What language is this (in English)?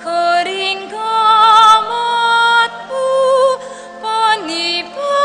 Pampanga